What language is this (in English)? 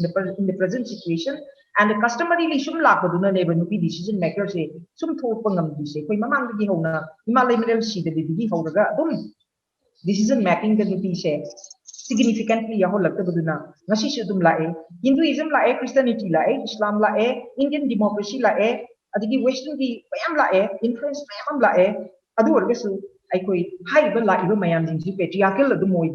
Manipuri